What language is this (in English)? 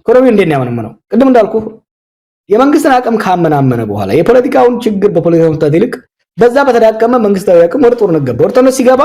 Amharic